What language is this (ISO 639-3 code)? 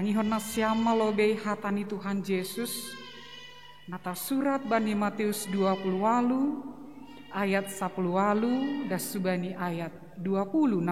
bts